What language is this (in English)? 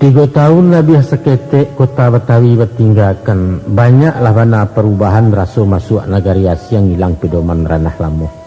Minangkabau